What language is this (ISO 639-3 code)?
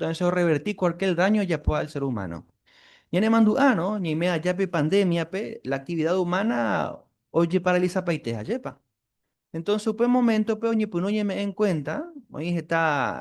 grn